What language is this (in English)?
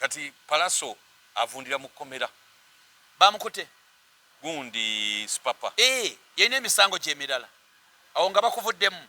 Ganda